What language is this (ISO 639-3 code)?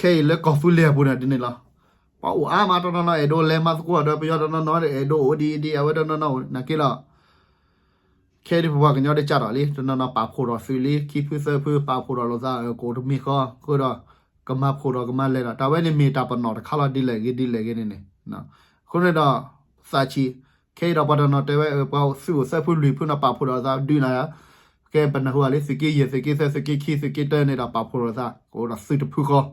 ksw